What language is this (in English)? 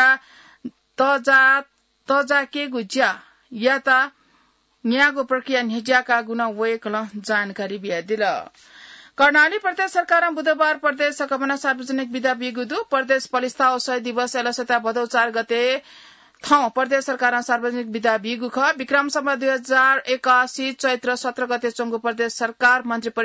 Newari